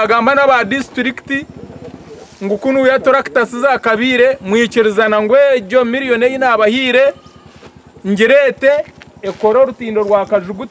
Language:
Nyankole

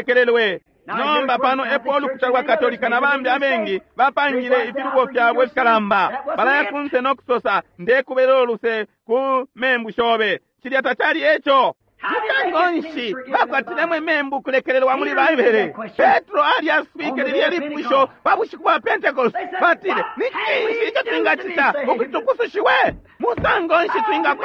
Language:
Bemba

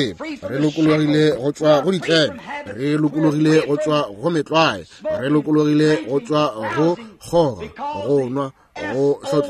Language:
Northern Sotho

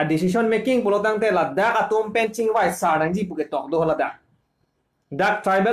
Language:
Karbi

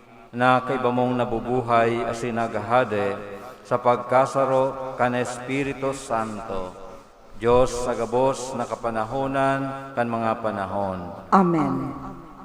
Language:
Bikol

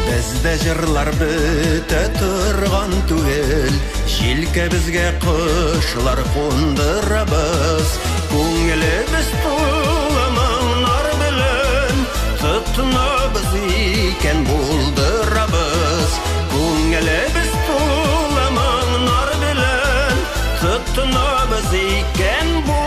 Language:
Tatar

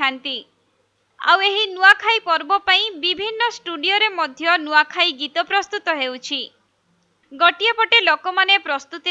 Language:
Odia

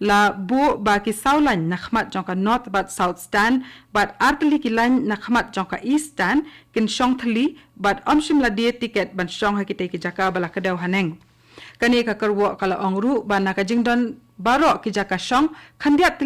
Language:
Khasi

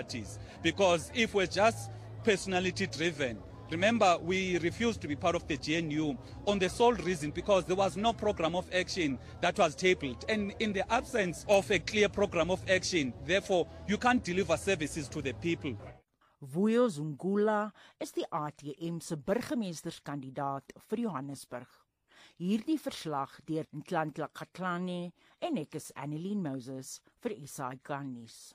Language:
Afrikaans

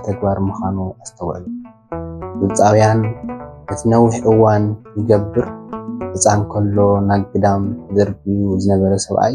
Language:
Tigrinya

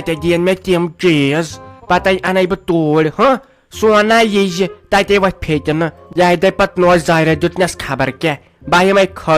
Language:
Kashmiri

